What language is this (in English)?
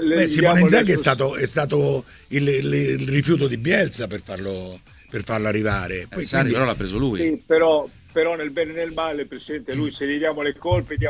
Italian